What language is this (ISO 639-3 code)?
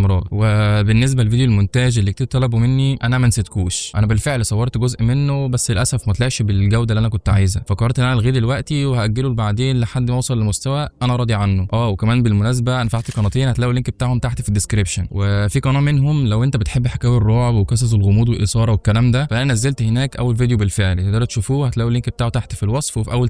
arz